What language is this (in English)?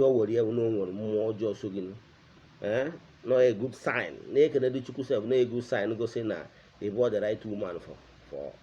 Igbo